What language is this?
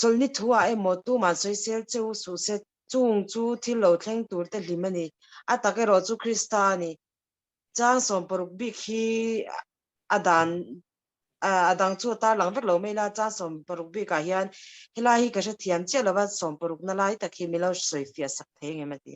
Mizo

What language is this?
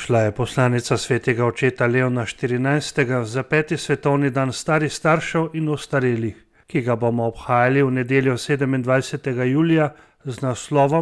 Slovenian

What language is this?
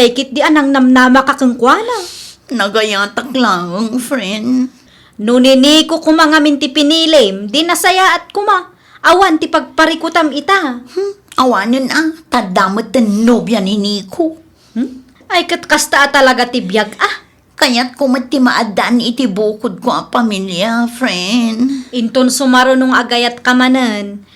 Iloko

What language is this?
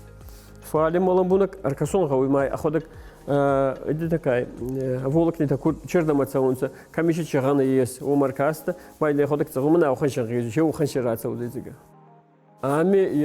Ossetic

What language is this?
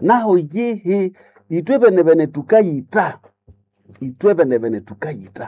Nande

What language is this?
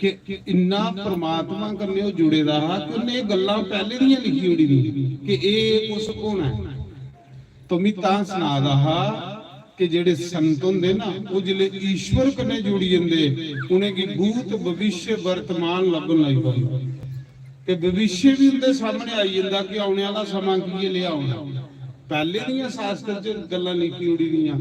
Dogri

